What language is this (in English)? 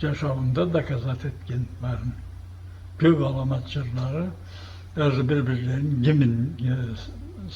Karachay-Balkar